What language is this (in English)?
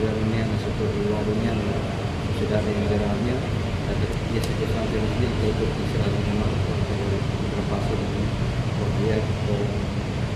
Tetum